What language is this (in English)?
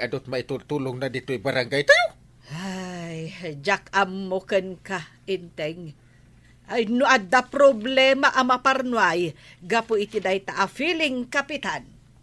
Iloko